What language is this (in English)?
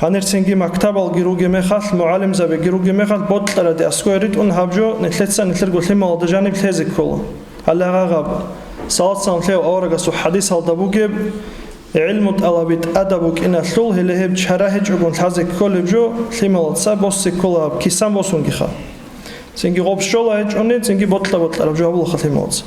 Avaric